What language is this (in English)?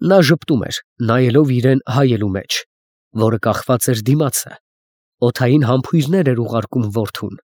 Armenian